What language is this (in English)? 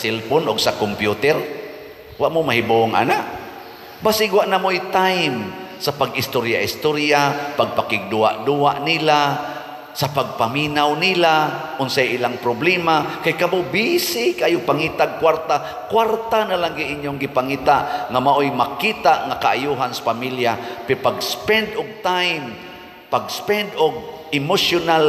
Cebuano